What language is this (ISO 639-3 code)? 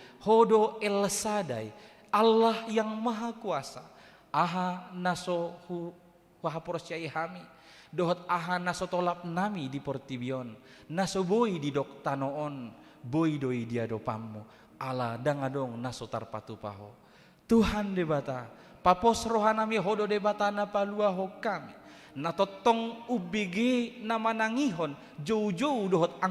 bbc